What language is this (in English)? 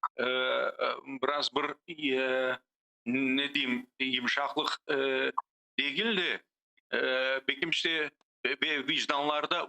Crimean Tatar